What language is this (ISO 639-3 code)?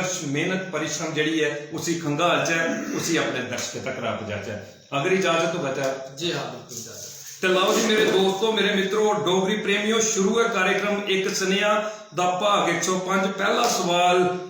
doi